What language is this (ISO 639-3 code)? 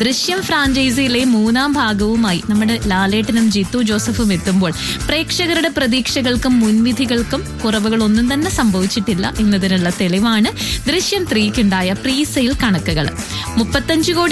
mal